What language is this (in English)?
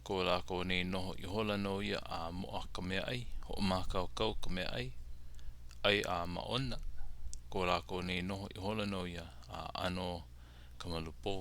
Hawaiian